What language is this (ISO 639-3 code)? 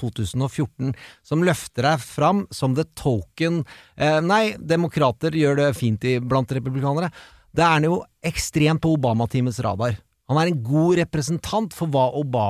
nor